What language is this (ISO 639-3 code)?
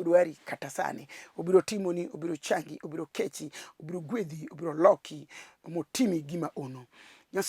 luo